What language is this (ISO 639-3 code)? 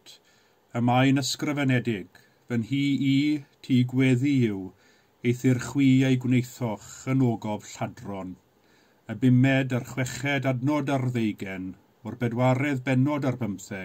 cym